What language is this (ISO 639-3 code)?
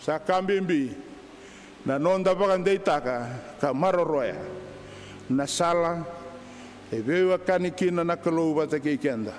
fij